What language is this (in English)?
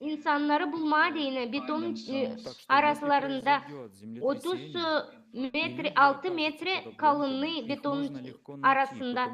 Gagauz